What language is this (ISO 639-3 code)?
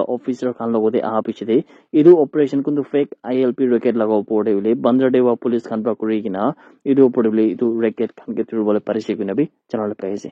nag